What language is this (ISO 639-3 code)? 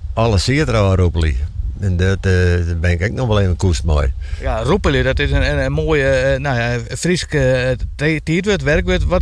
fry